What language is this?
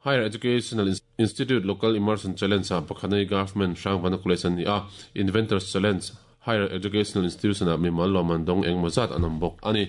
Mizo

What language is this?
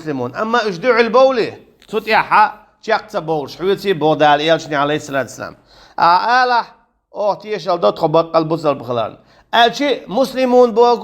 Chechen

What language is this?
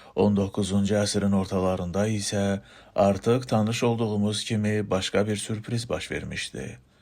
Azerbaijani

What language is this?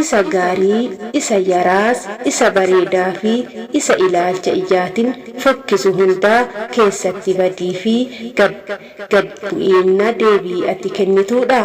Oromo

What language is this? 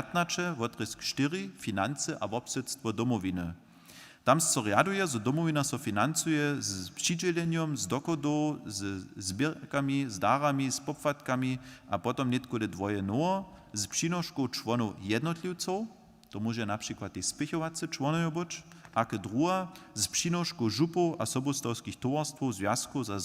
Upper Sorbian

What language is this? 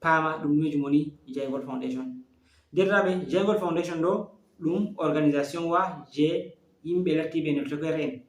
Fula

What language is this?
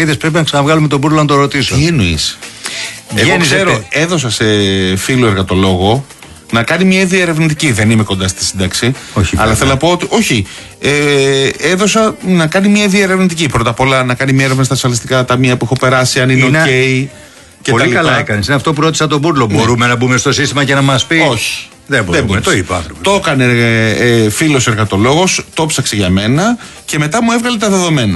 Greek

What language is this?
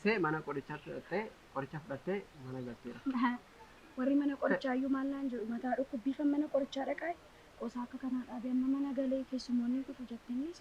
Oromo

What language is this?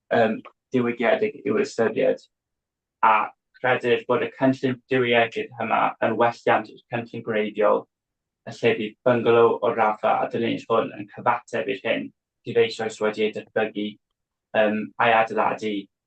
Welsh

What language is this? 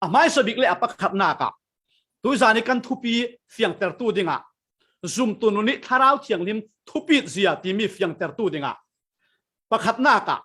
Falam Chin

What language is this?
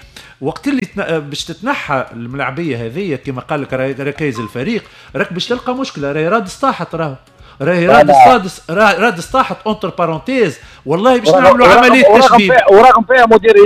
Tunisian Arabic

